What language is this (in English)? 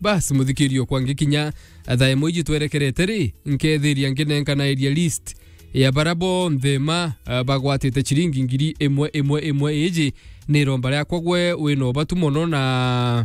Meru